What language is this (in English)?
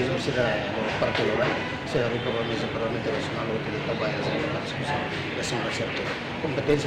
Tetum